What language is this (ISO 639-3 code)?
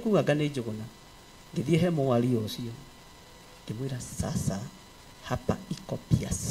kik